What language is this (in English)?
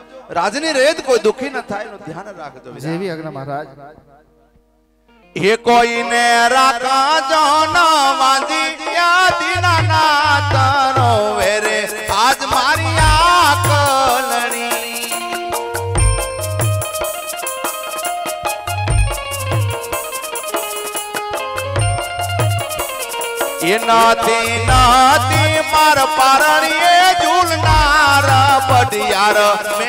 Gujarati